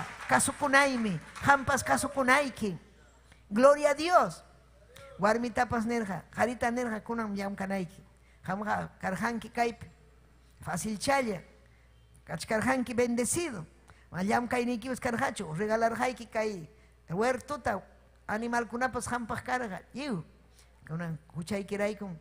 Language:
Ayacucho Quechua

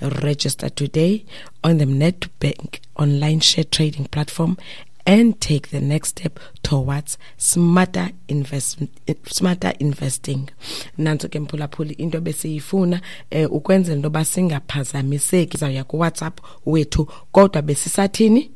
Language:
Xhosa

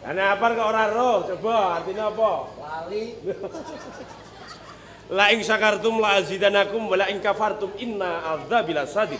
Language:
Javanese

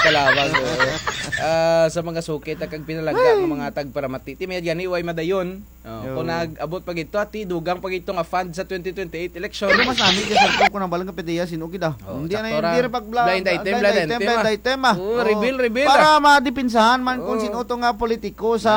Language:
Kinaray-a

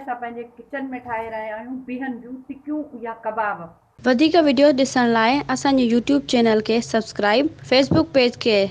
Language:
Sindhi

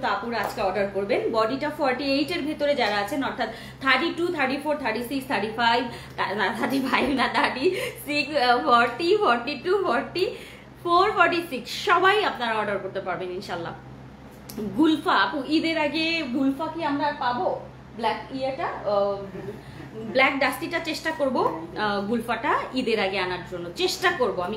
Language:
Bangla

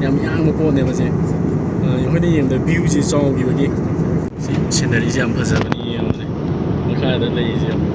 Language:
Manipuri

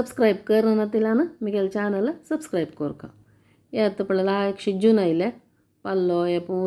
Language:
Konkani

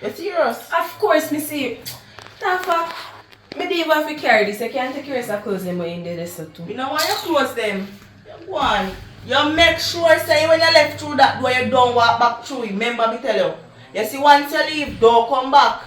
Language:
Jamaican Creole English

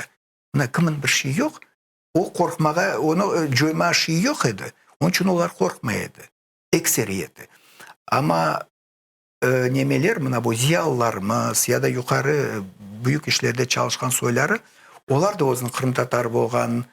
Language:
Crimean Tatar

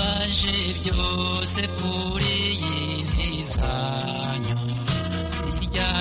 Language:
Kinyarwanda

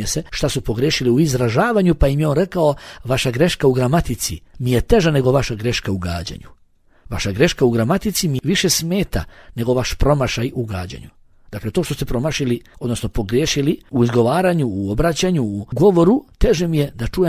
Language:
Bosnian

